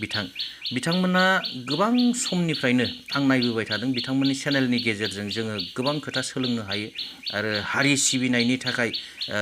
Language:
Bodo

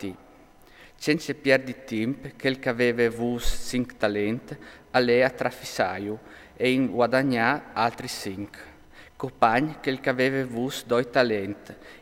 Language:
Friulian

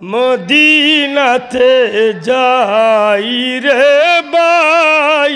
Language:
Sylheti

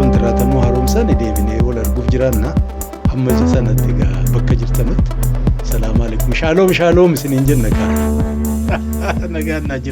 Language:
Oromo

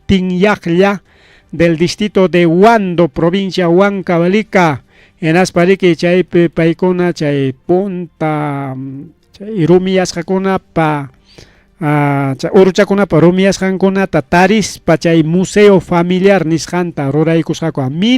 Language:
Ayacucho Quechua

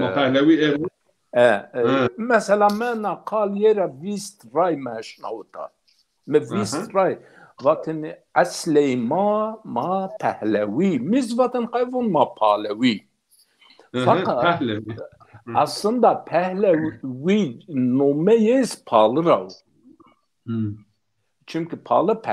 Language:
Zaza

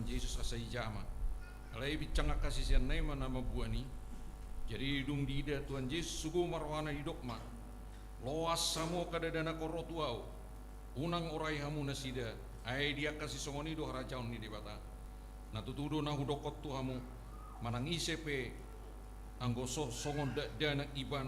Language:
Batak Toba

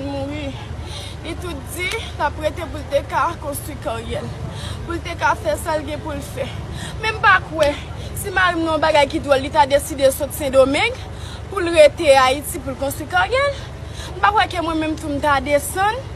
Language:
Haitian Creole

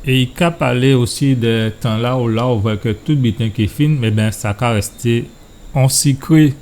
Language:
Guadeloupean Creole French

